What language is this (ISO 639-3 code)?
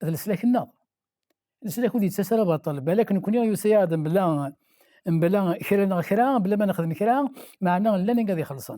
kab